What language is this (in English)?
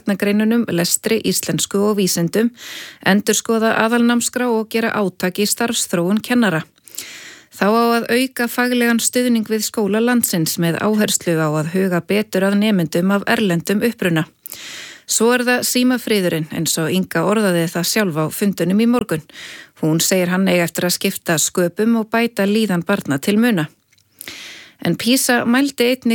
Icelandic